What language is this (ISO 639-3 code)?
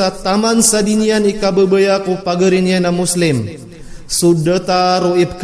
mrw